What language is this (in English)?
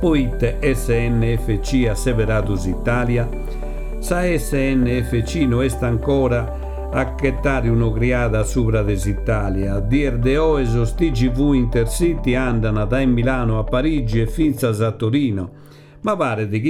Sardinian